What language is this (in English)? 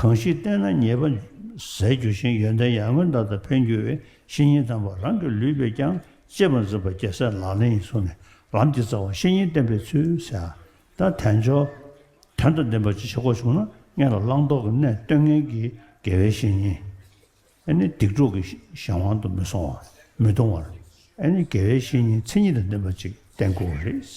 Tibetan